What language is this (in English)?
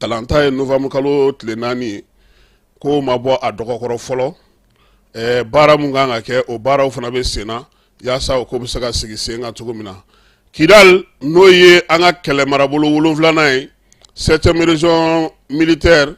Bambara